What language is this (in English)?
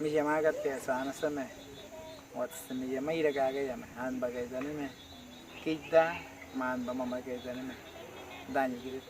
Awa-Cuaiquer